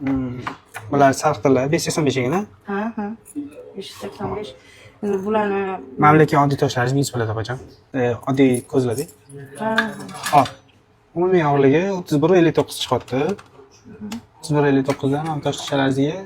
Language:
Uzbek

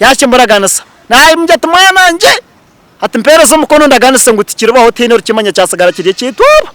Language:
Nyankole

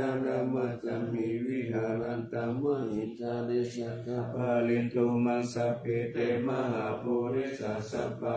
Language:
Pali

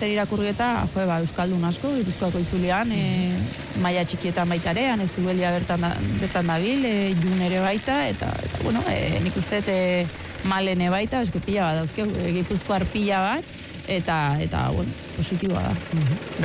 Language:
Basque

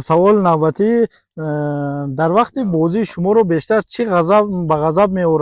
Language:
Tajik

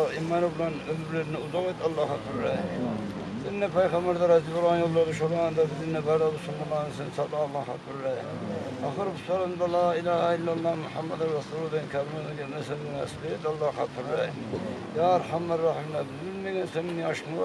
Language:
Kumyk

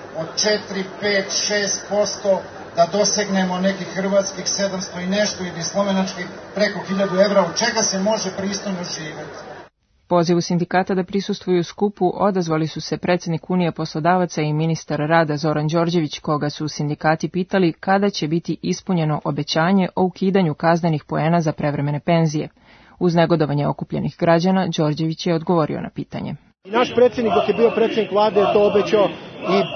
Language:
Serbian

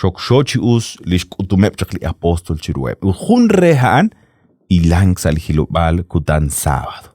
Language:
Kekchí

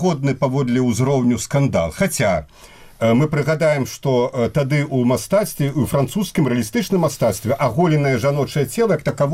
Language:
Belarusian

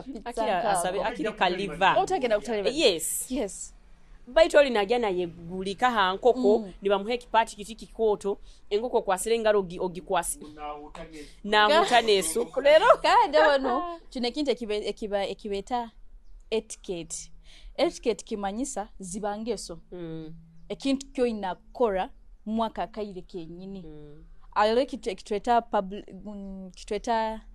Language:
Nyoro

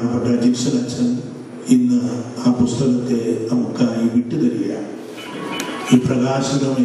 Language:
Malayalam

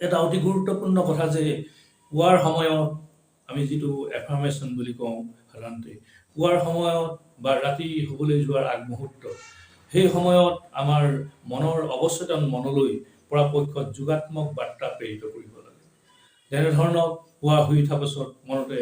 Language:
Assamese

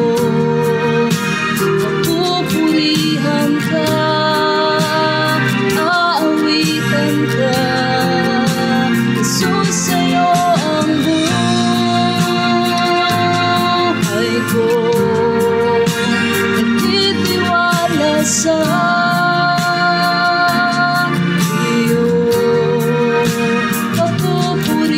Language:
Filipino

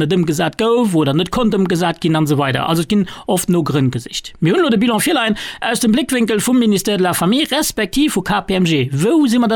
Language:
Luxembourgish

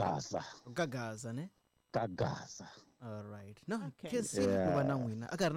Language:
Tsonga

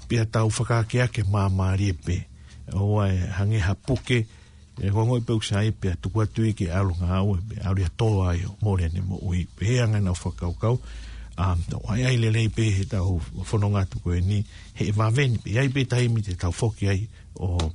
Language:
Tongan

